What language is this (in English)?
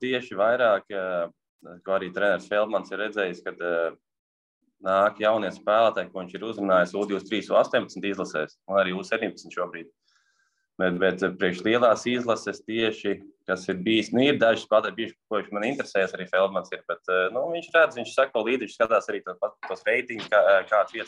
Latvian